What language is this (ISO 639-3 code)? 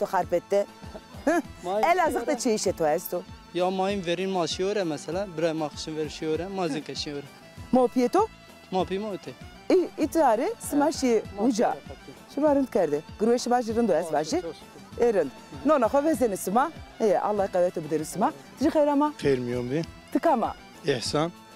zza